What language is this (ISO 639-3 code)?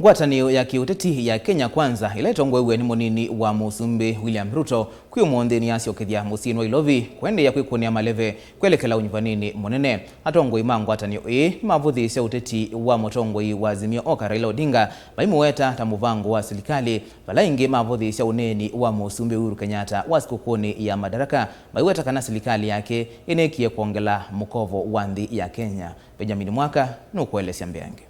kam